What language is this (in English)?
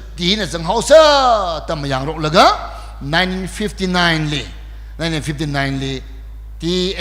Tangkhul Naga (India)